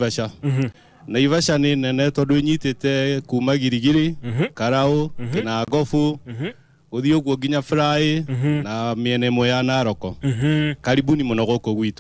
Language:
Kikuyu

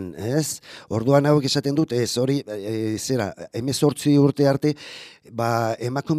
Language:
Basque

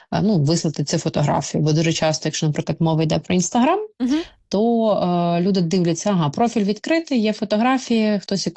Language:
Ukrainian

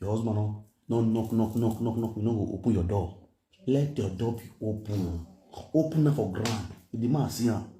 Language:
Nigerian Pidgin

